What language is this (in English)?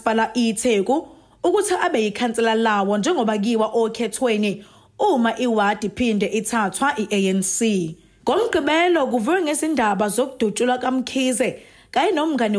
Zulu